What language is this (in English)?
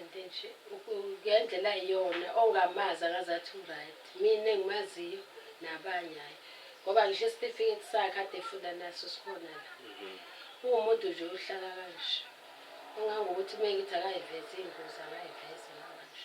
Zulu